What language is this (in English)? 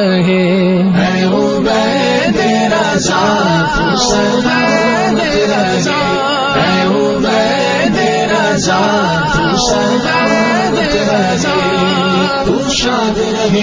Urdu